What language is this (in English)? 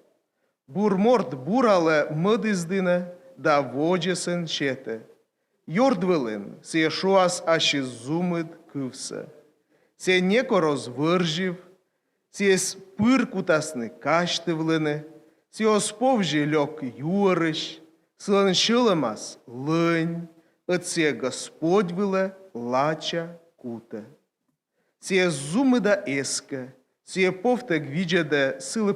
Komi